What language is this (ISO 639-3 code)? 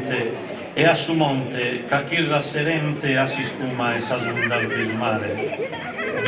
srd